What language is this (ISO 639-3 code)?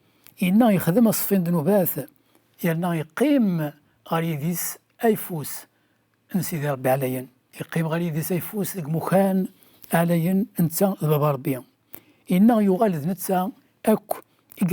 kab